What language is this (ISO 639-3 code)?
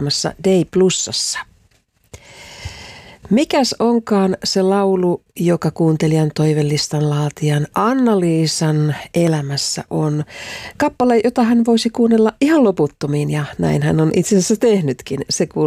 fin